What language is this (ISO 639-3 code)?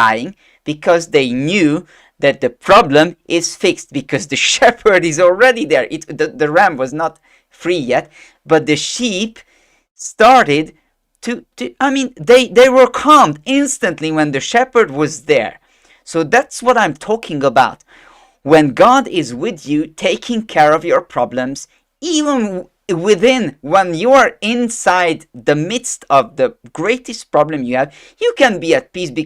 eng